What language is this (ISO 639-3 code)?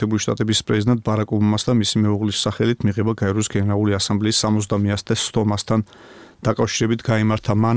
kat